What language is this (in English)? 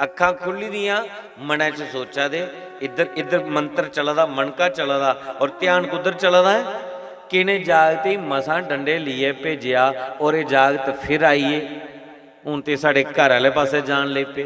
Dogri